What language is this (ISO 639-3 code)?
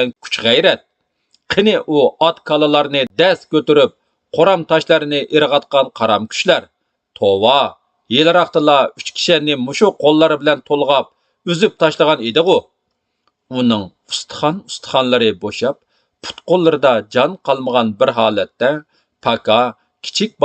uig